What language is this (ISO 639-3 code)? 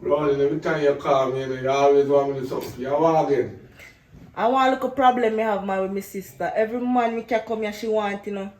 jam